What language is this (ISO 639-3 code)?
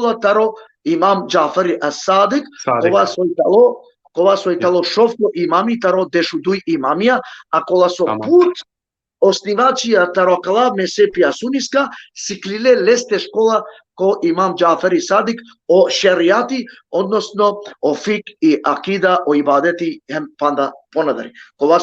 rmn